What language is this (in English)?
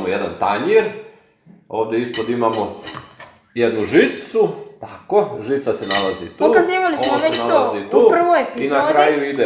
Serbian